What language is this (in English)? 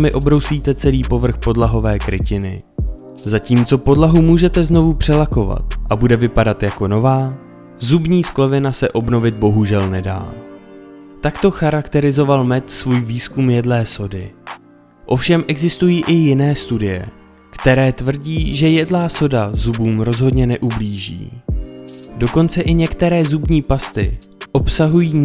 Czech